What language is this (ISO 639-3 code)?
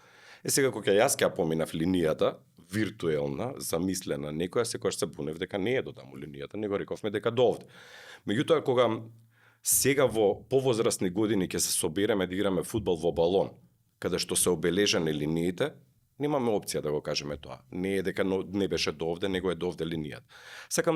mkd